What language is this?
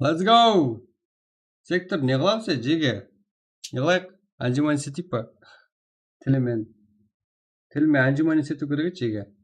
Kara-Kalpak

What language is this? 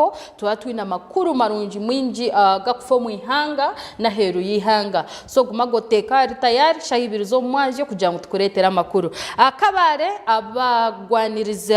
Nyankole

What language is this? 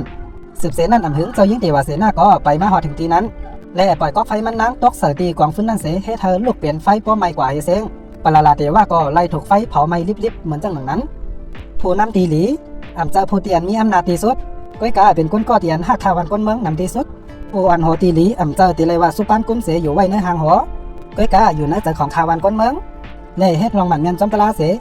Shan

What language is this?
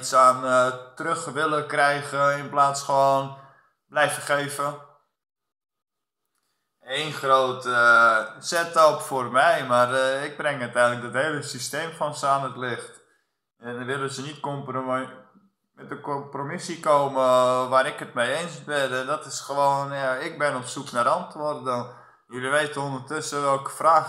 Dutch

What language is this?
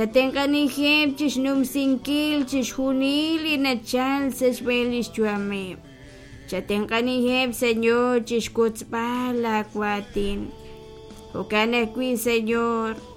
Kekchí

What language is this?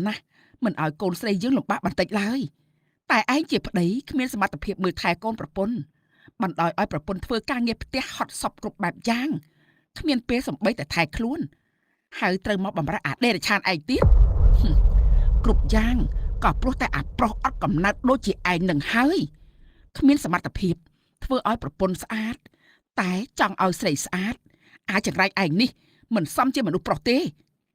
Khmer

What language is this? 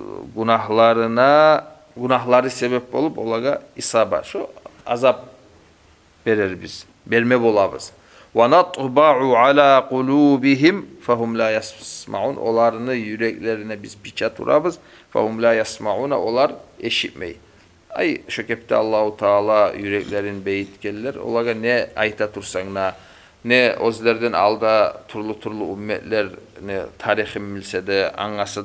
Kumyk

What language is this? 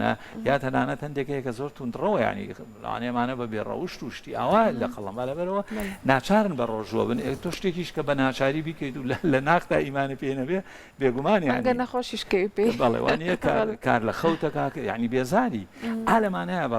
Central Kurdish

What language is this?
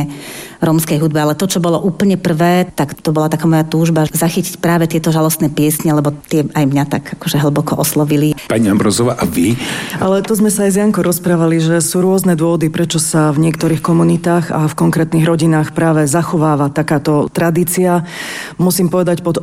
Slovak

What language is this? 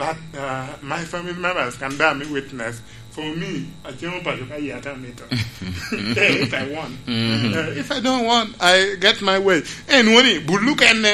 Lango (Uganda)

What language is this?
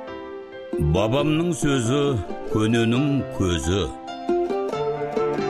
Kazakh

